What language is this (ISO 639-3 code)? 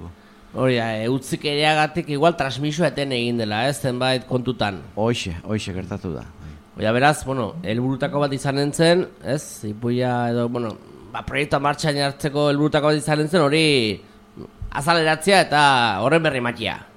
eus